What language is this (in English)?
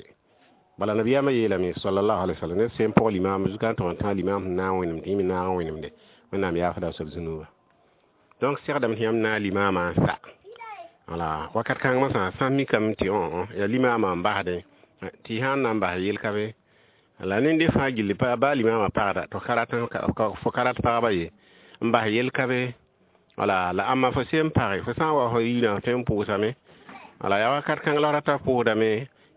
Mossi